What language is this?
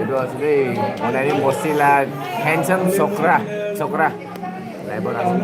Naga Pidgin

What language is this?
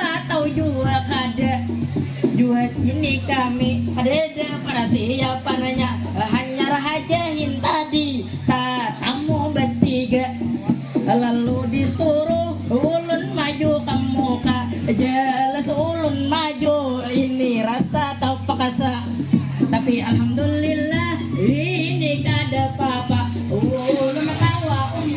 Banjar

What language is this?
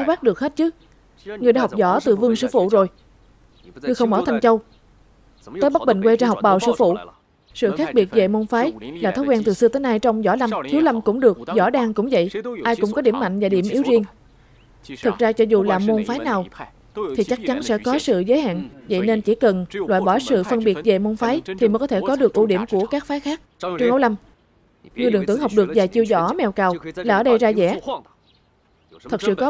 Vietnamese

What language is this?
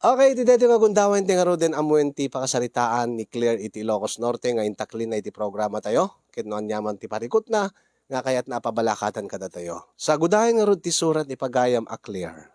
Iloko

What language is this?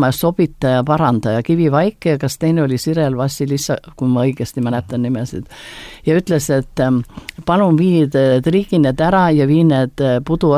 Estonian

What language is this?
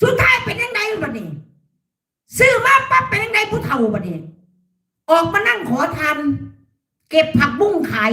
Lao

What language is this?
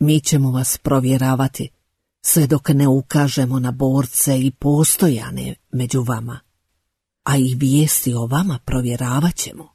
Bosnian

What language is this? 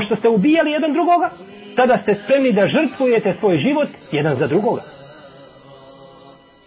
Bosnian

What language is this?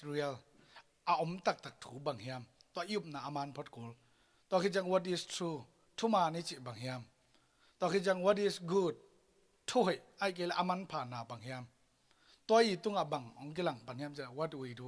Tedim Chin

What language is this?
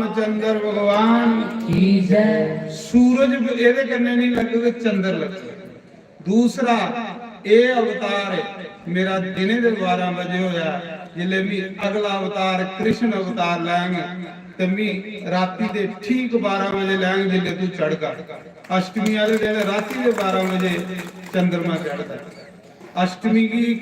Dogri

